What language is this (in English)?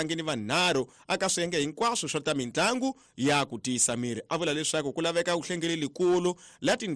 Tsonga